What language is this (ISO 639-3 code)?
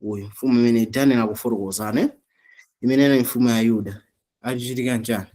nya